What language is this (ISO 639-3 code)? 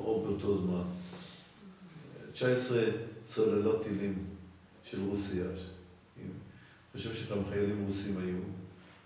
heb